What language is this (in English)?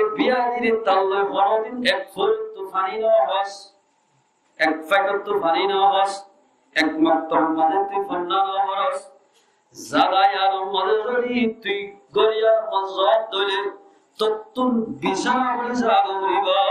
Rohingya